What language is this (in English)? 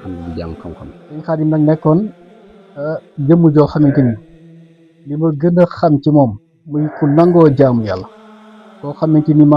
Wolof